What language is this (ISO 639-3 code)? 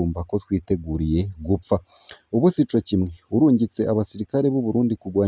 run